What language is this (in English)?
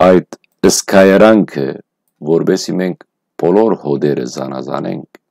Western Armenian